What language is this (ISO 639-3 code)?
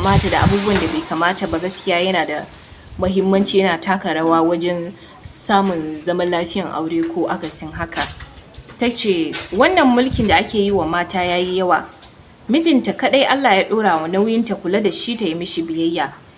hau